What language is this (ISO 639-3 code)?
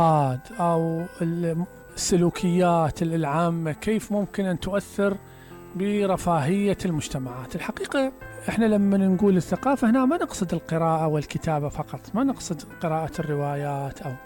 acm